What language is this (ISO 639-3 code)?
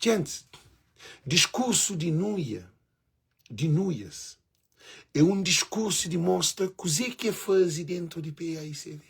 kea